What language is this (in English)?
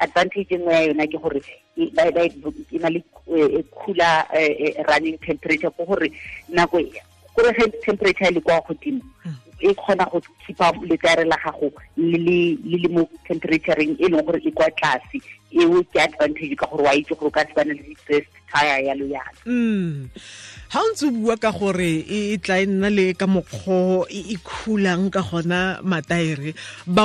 Tswana